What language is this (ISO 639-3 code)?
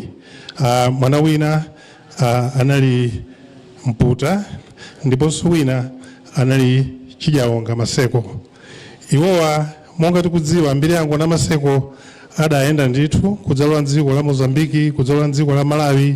nya